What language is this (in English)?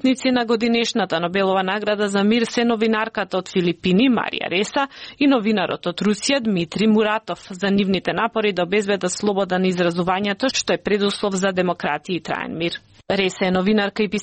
Macedonian